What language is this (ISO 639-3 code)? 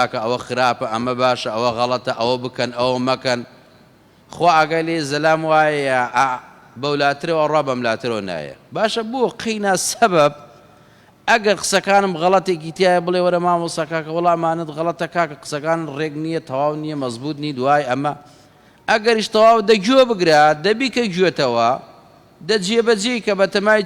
ckb